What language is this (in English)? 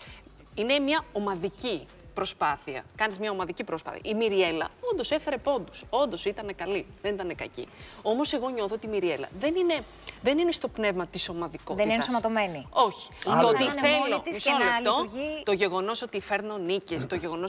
Greek